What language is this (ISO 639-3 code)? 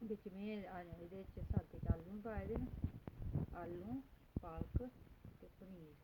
doi